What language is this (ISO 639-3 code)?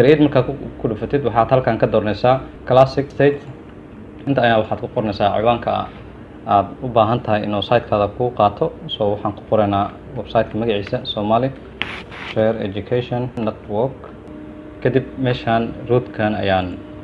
som